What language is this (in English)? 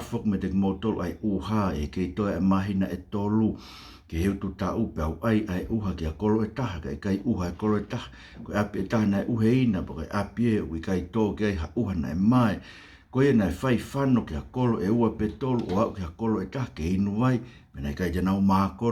Tongan